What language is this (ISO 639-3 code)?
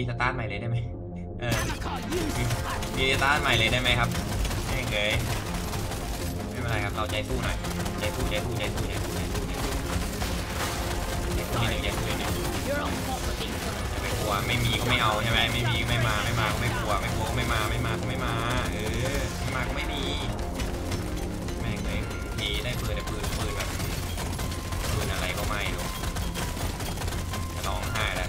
tha